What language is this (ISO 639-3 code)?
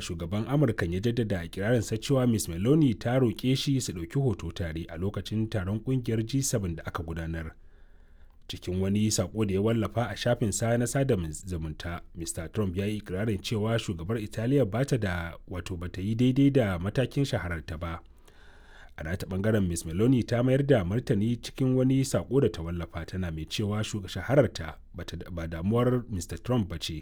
hau